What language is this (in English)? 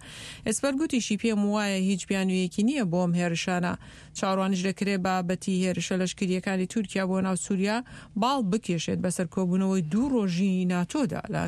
Central Kurdish